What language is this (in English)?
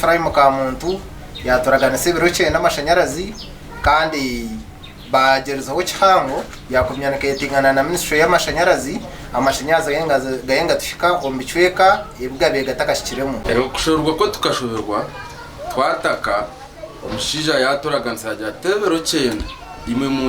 Nyankole